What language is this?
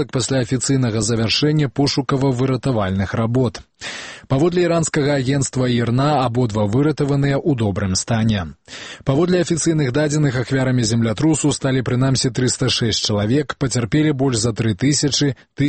Belarusian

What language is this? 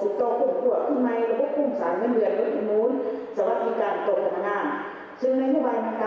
Lao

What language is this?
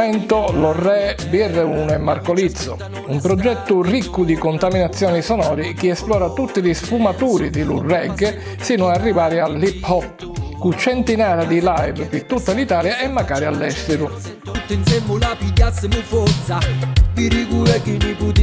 Sicilian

